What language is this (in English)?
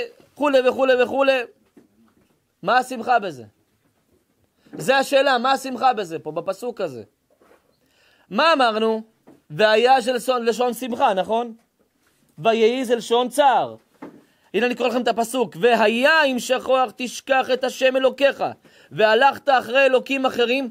Hebrew